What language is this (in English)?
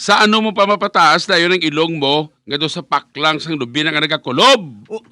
Hiligaynon